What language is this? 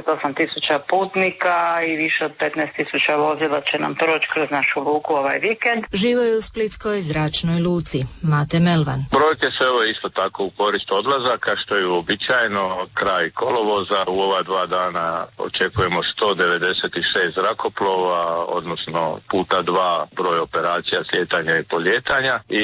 Croatian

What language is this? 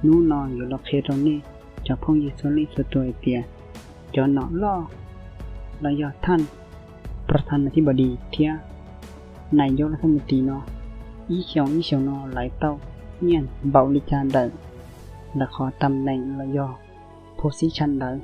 Hmong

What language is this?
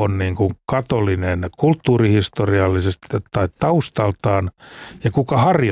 Finnish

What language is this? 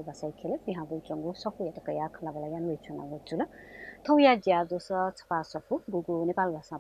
Newari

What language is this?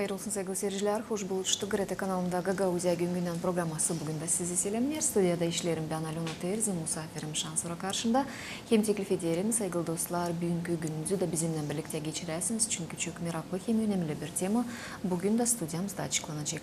Gagauz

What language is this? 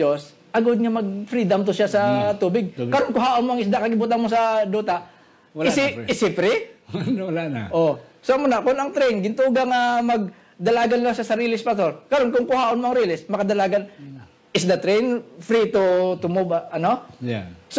Hiligaynon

